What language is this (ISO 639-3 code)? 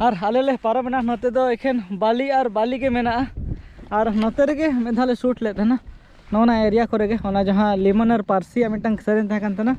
sat